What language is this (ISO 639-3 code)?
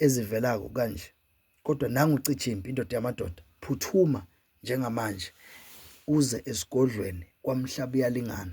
zul